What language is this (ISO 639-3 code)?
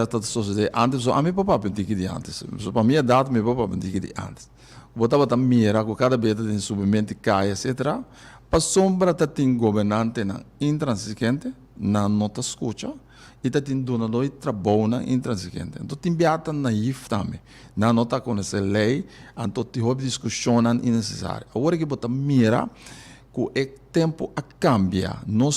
pap